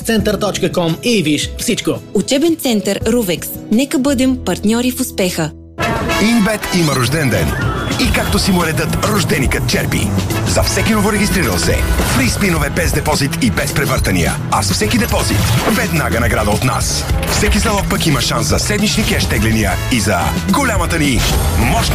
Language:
Bulgarian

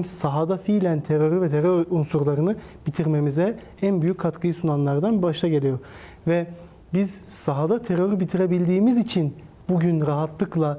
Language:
Turkish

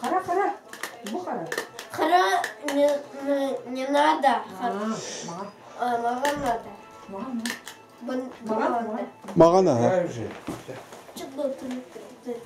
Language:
Yakut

